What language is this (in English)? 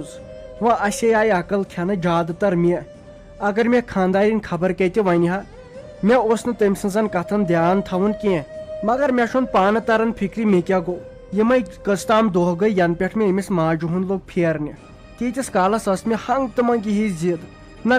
Kashmiri